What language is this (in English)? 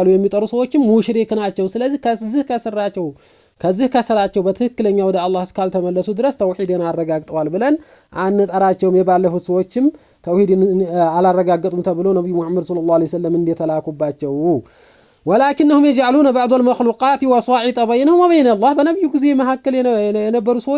Amharic